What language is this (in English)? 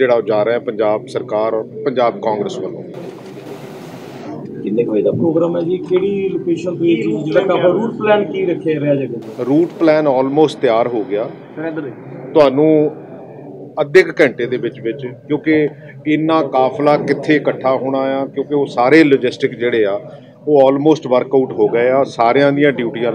Punjabi